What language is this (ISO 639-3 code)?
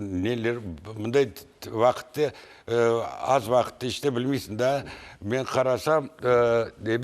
crh